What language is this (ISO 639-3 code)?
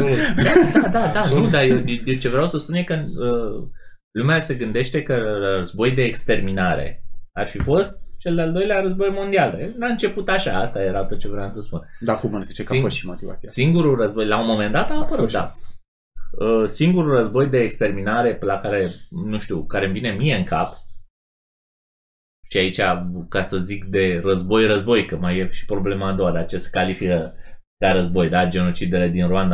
ron